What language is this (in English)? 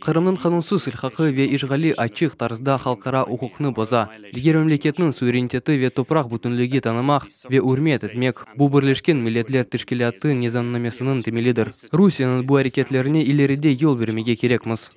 Crimean Tatar